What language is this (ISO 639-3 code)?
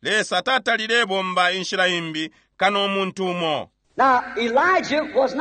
bem